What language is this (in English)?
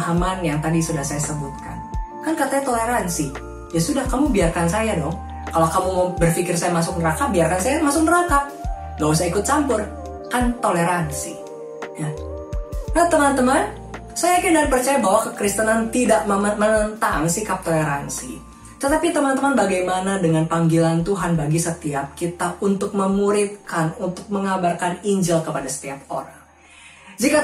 Indonesian